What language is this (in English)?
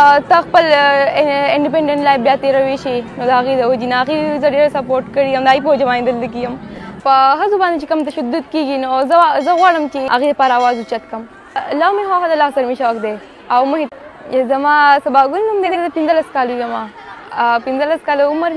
Pashto